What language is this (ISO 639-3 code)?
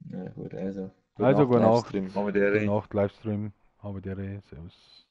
bar